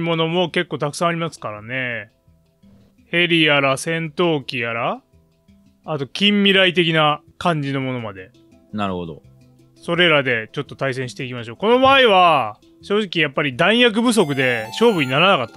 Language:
Japanese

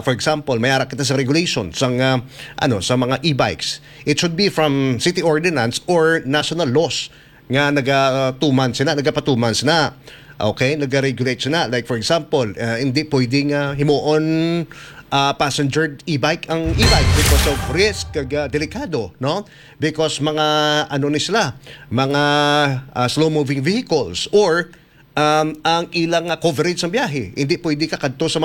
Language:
Hiligaynon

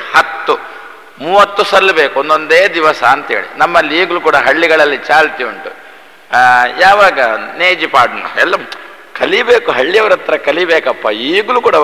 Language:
Kannada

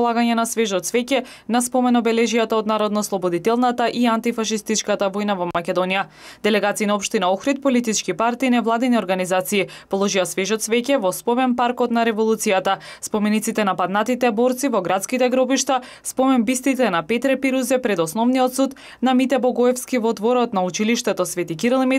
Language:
Macedonian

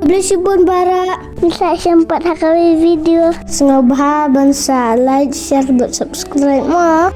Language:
Khasi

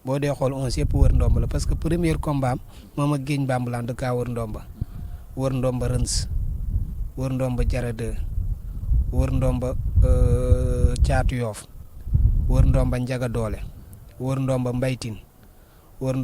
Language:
Wolof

